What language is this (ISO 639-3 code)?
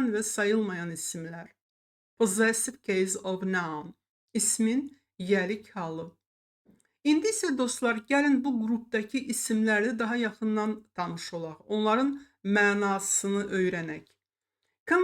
aze